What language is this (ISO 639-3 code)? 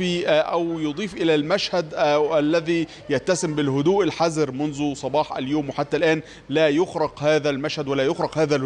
ara